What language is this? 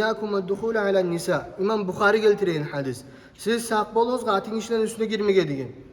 Kumyk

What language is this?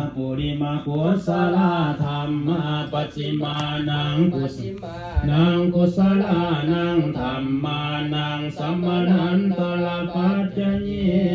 Pali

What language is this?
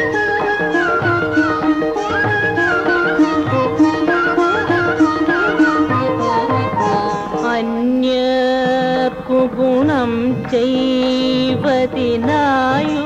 Malayalam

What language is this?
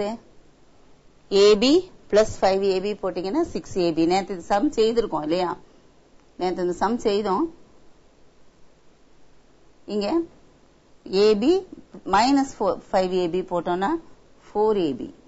Tamil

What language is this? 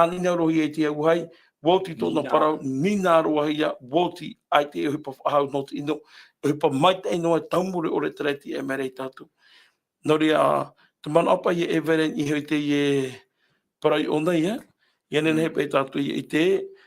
Tahitian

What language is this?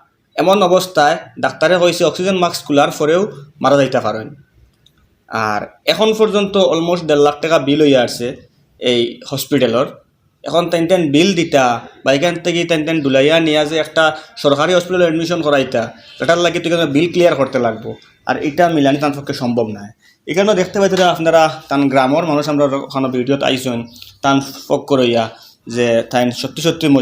Sylheti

